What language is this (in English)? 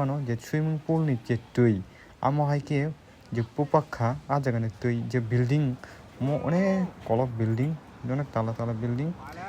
Kok Borok